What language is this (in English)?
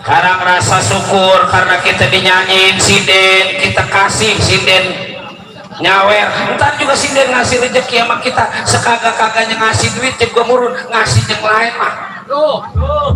Betawi